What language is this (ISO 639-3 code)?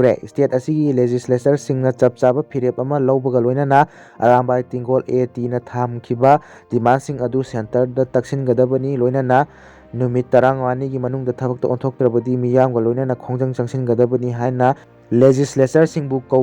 mni